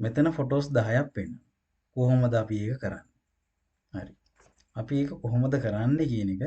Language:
Sinhala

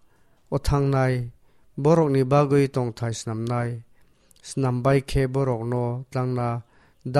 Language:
Kok Borok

